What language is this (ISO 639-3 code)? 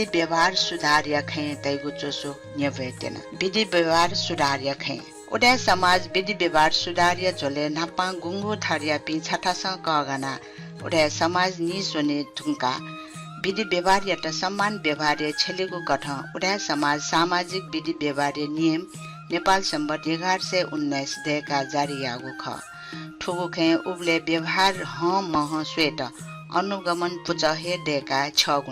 new